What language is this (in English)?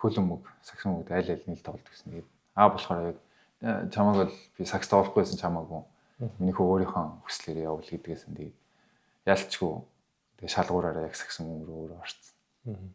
Mongolian